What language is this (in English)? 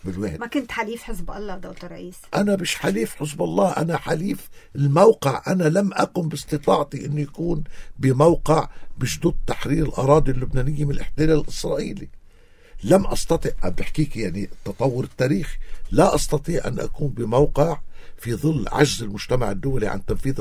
North Levantine Arabic